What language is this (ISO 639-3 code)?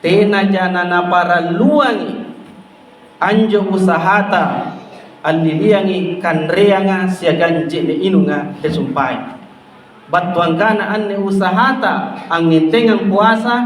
mak